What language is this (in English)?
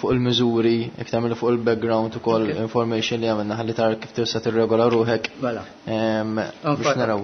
Maltese